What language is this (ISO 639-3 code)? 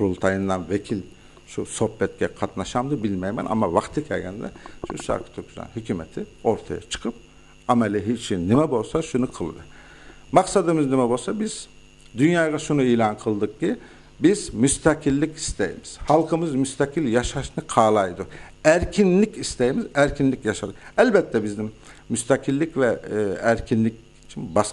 uig